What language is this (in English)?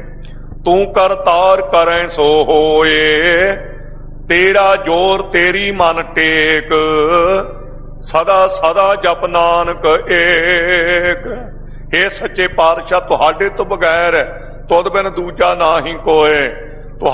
Punjabi